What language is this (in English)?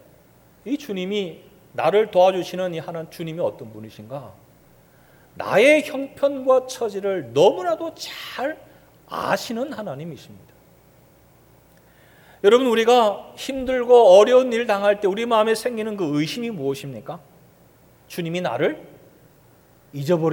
Korean